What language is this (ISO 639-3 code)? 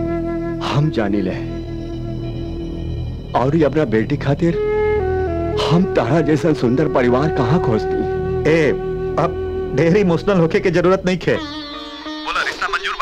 bho